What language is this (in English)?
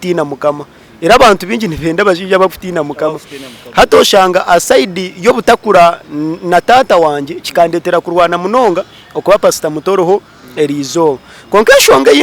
Nyankole